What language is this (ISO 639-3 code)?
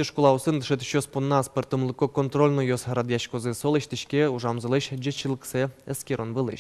udm